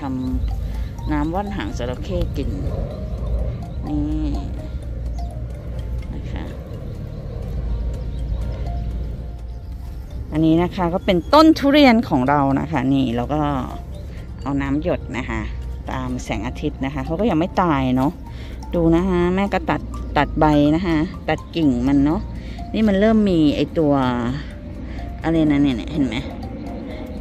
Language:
Thai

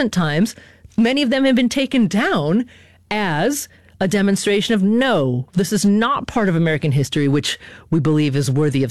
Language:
English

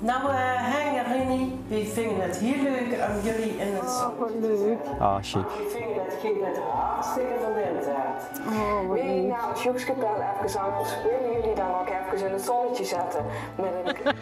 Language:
Limburgish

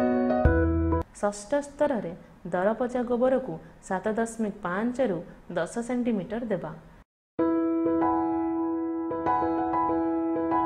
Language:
Odia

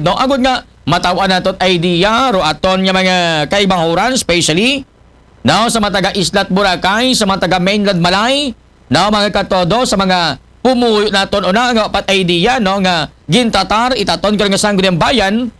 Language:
Aklanon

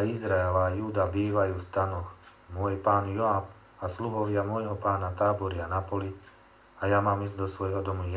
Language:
Slovak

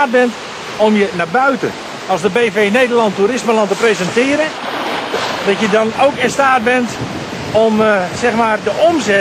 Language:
Dutch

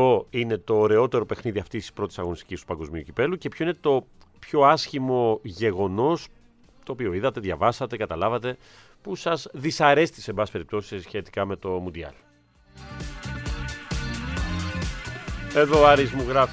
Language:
Greek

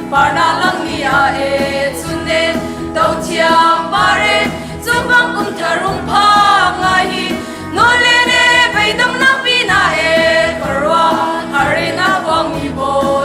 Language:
Hakha Chin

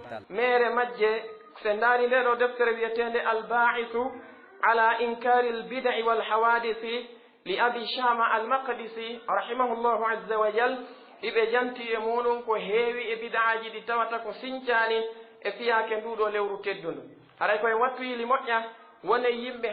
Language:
Pular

